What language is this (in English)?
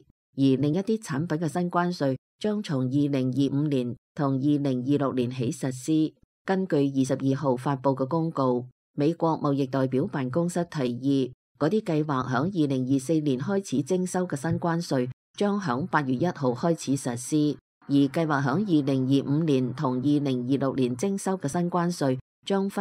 Cantonese